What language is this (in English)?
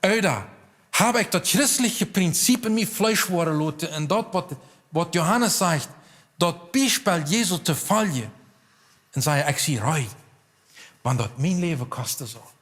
Plautdietsch